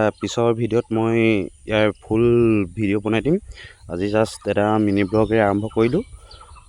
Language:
Assamese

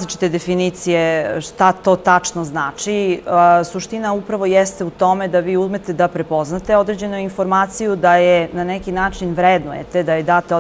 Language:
Serbian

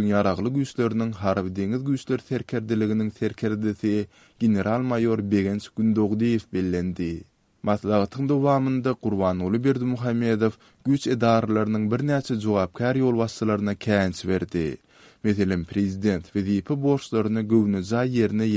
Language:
Turkmen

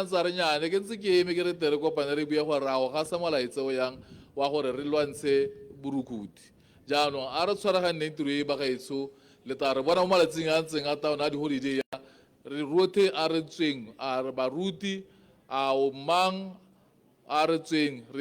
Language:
Tswana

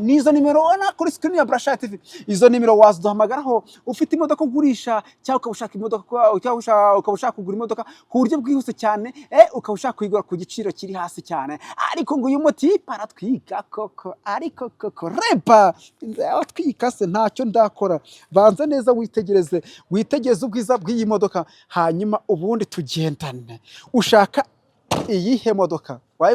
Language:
Kinyarwanda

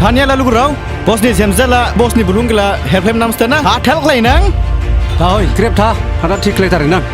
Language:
Dimasa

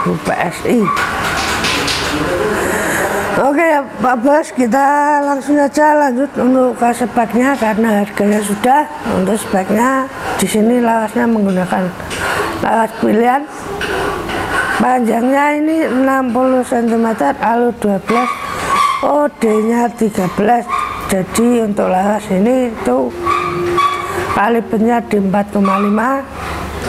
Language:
Indonesian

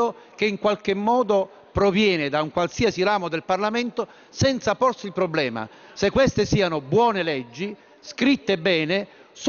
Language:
Italian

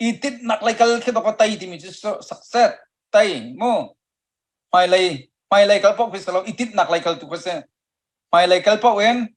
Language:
Hakha Chin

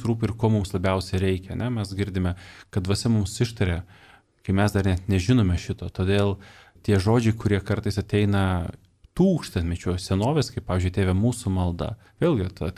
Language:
Lithuanian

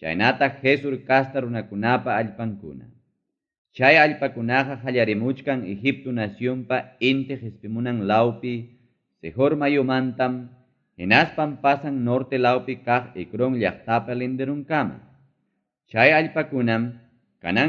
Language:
Ayacucho Quechua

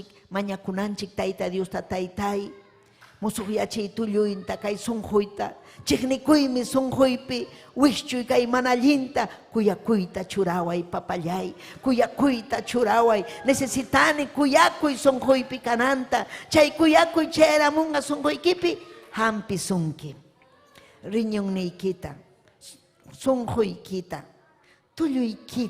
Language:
Ayacucho Quechua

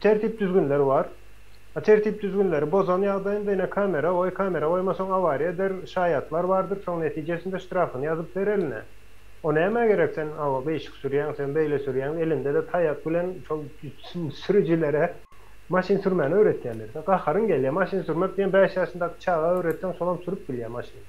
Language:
Turkmen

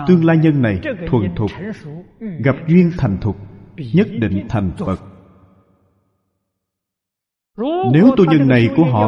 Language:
Vietnamese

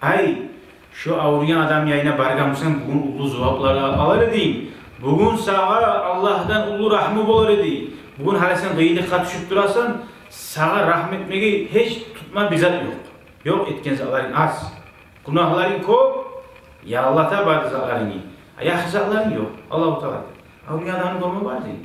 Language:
Kumyk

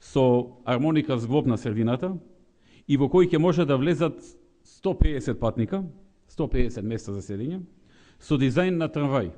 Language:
Macedonian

